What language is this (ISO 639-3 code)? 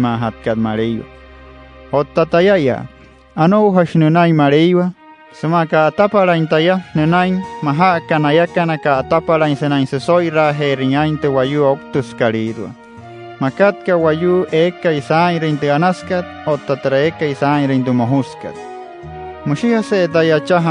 guc